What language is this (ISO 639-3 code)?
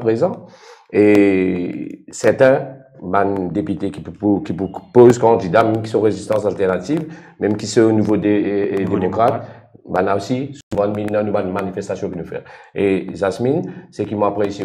mfe